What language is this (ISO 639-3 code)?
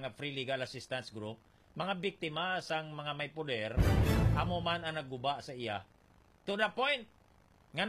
hil